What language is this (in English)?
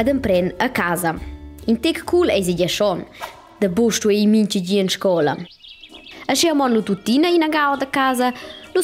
Romansh